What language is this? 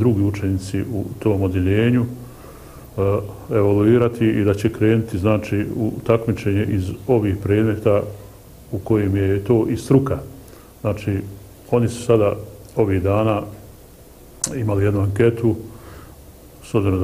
Bosnian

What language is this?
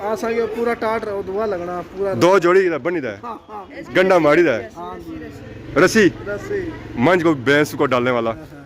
Pahari-Potwari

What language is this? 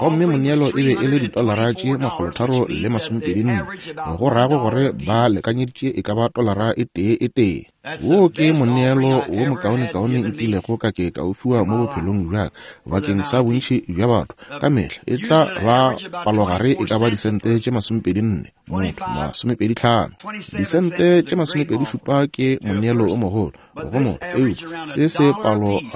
Northern Sotho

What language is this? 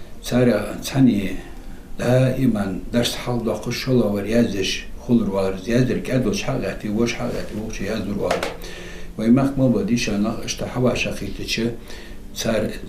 Ingush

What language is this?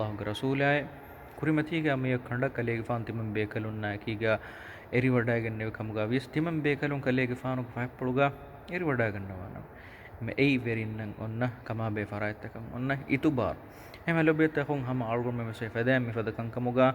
Divehi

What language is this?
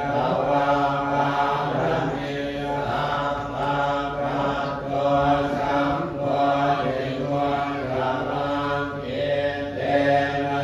Pali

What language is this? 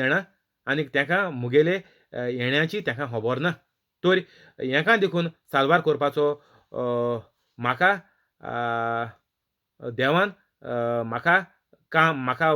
Konkani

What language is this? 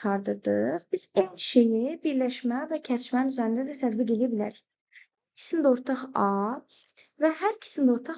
Azerbaijani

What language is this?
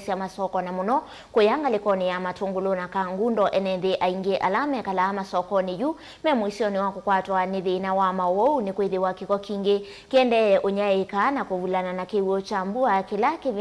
Kamba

